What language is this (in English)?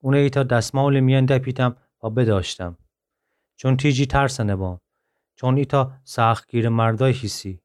Gilaki